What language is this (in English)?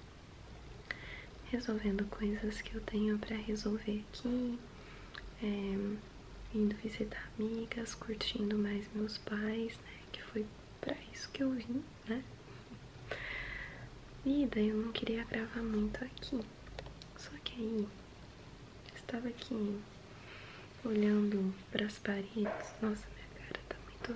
Portuguese